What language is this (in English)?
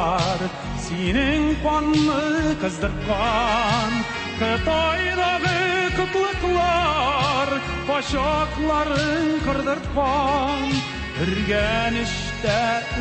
Tatar